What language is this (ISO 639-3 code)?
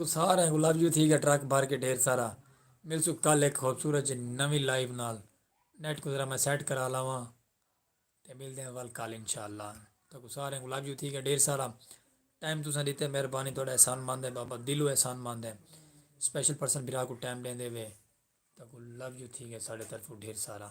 skr